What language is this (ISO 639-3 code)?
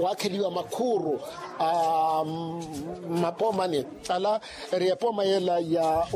vmw